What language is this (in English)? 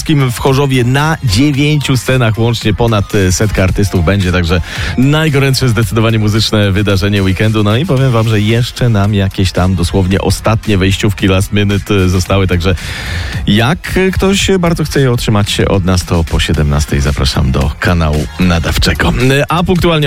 Polish